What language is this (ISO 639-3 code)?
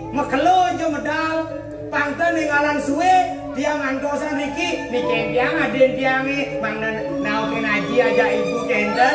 ban